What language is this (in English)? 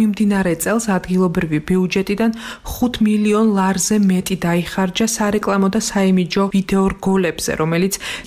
Georgian